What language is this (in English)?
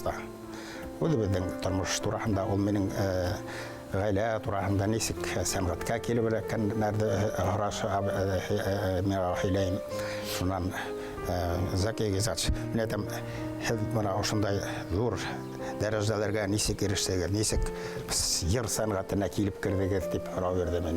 Bashkir